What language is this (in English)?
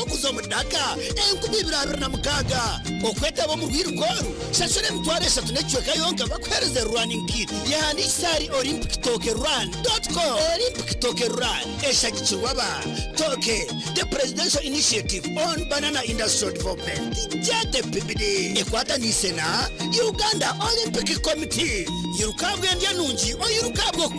Nyankole